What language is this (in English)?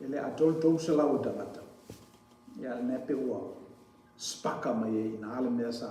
Samoan